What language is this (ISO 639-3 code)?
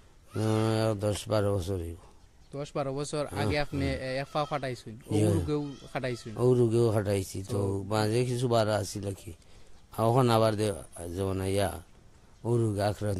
syl